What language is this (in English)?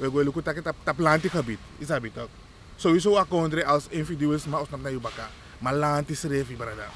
Sranan Tongo